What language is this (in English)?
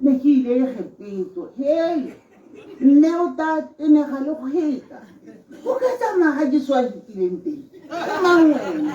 Tswana